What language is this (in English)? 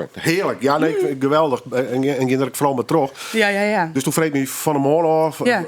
Western Frisian